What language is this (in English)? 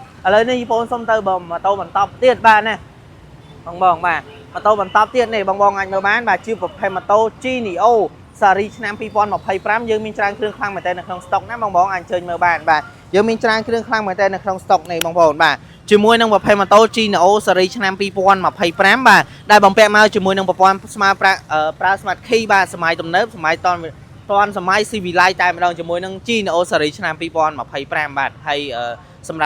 Khmer